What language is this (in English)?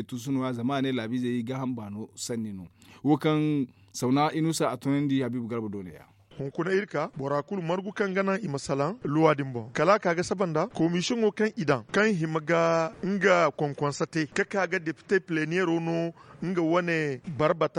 Zarma